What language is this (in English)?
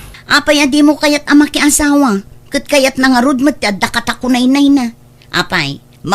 Iloko